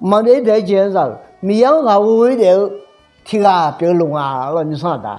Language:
Akha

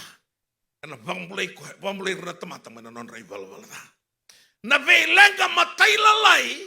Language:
Fijian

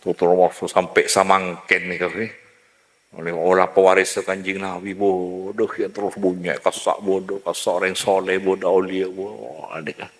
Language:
Madurese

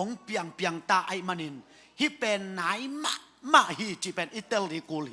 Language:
Tedim Chin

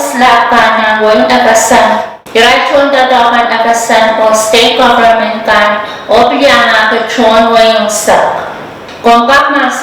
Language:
Pohnpeian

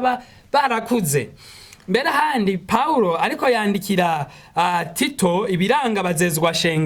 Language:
Rundi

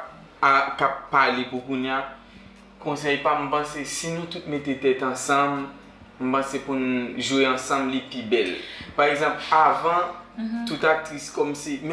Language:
Haitian Creole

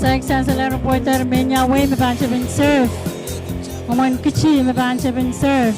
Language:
Pohnpeian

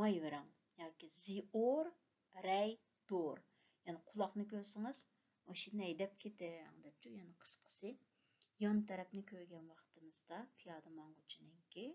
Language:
Uyghur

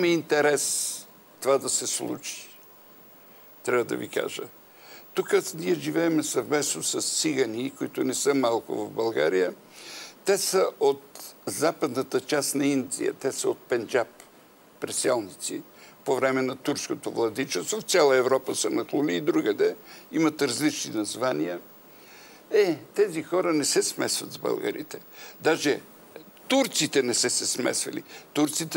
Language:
Bulgarian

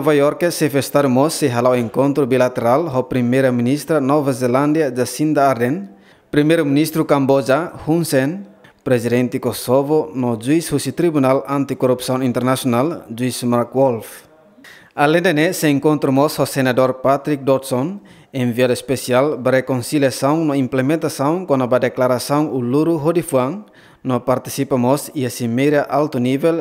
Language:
Tetum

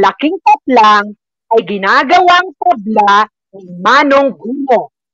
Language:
Filipino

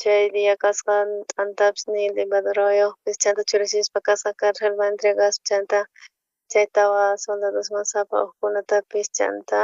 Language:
South Bolivian Quechua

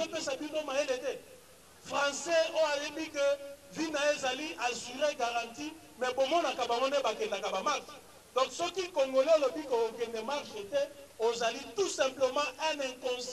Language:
Lingala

